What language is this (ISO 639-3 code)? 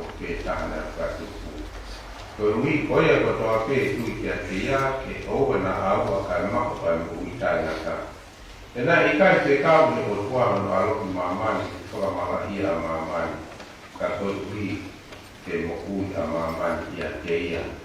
ton